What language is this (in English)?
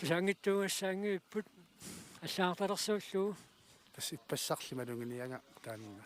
Kalaallisut